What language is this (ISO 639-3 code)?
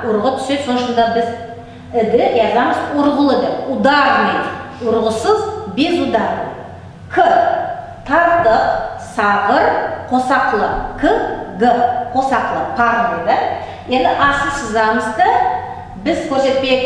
nog